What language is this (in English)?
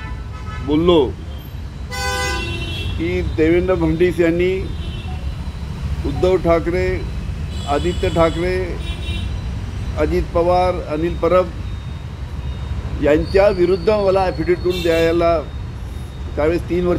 Marathi